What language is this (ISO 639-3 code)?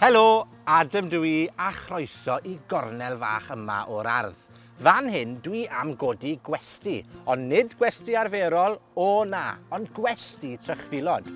cym